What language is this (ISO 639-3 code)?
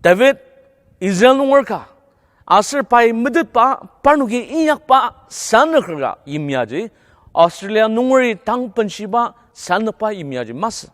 njo